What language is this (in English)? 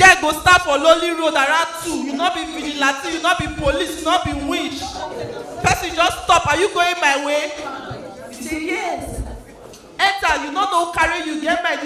Nigerian Pidgin